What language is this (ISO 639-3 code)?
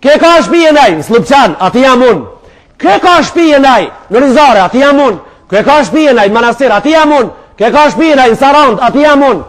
sqi